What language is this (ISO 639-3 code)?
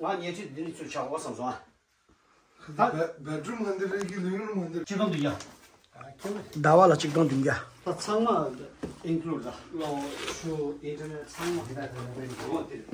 bod